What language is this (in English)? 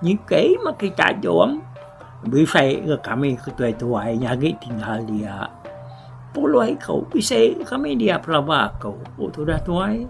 Iban